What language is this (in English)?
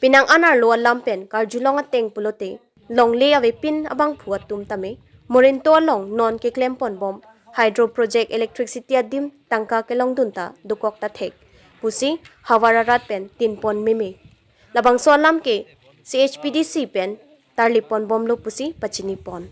Karbi